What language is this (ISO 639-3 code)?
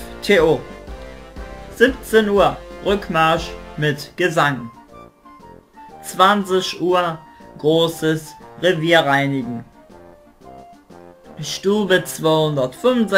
deu